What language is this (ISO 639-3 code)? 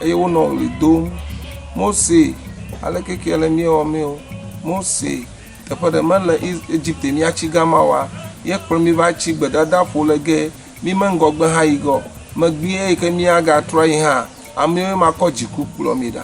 ewe